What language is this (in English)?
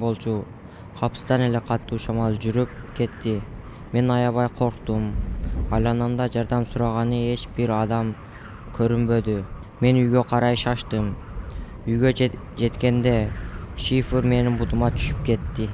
Kyrgyz